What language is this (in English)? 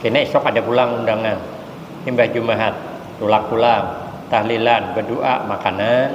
Banjar